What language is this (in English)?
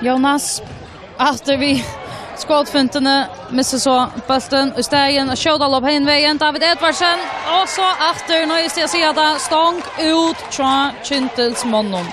Faroese